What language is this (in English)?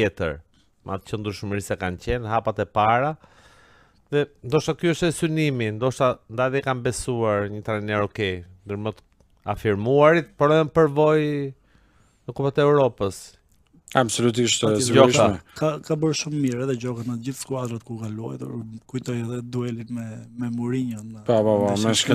Albanian